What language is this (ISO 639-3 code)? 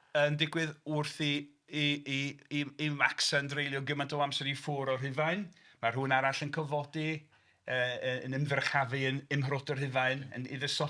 cym